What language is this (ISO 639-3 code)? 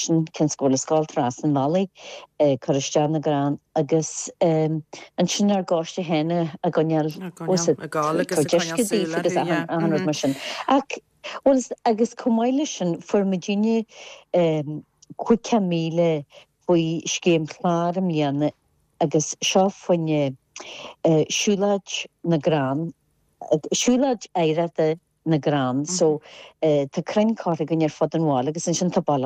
gle